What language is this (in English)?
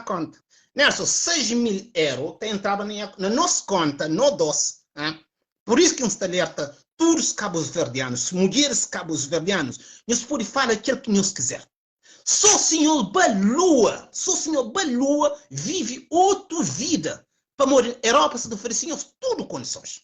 Kabuverdianu